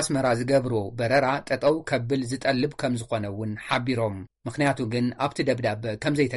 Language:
Tigrinya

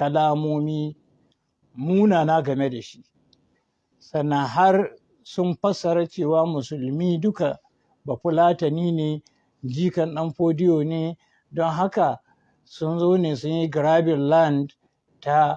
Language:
Hausa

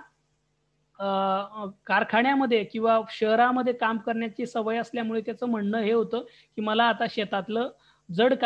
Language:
Marathi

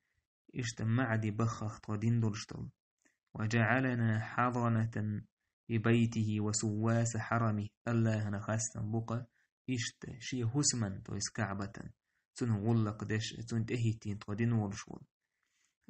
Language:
Chechen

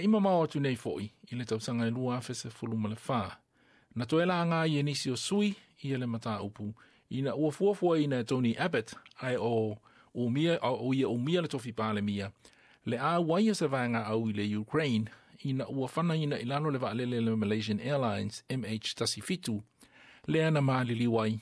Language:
Samoan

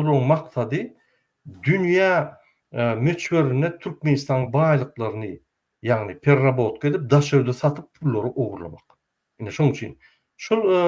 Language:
Turkmen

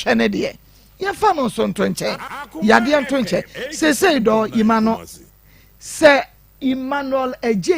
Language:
Akan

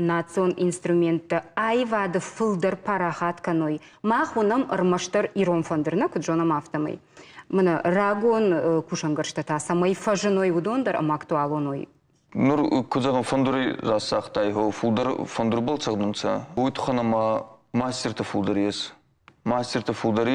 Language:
Ossetic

